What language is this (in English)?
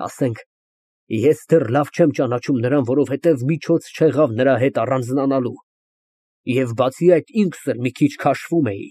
Armenian